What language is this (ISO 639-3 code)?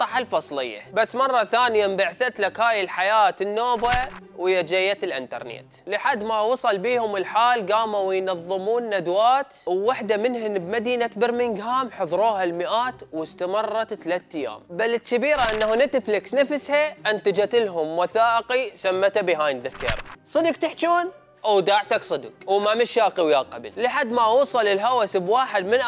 acm